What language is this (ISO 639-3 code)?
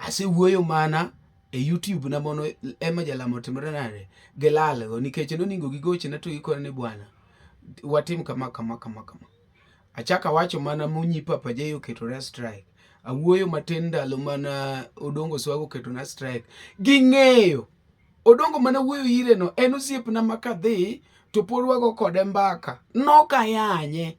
luo